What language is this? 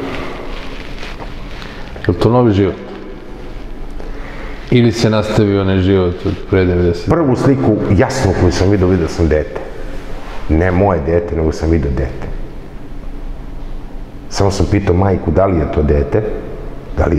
Serbian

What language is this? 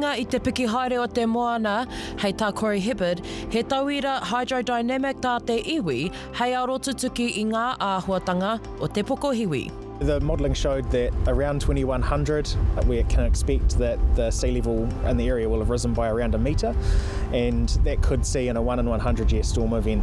Māori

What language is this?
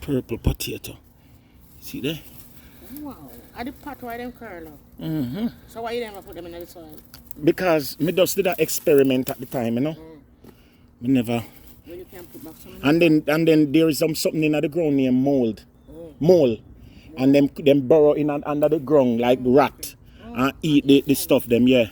Jamaican Creole English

